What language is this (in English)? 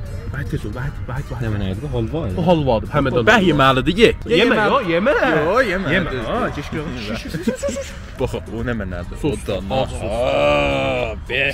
South Azerbaijani